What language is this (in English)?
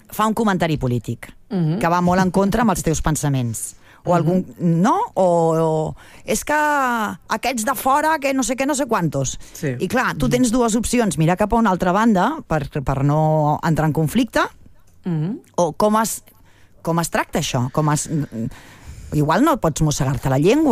Catalan